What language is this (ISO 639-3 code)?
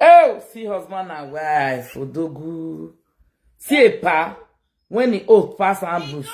pcm